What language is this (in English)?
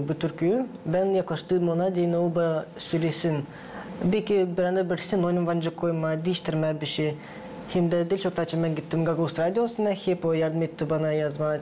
Gagauz